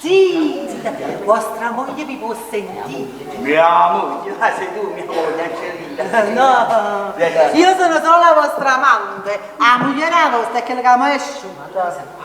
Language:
Neapolitan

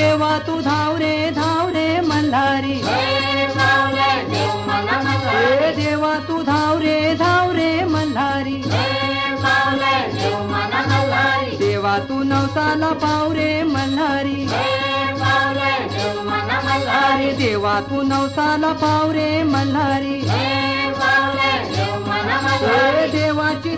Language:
Marathi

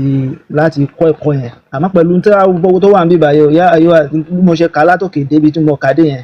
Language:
Yoruba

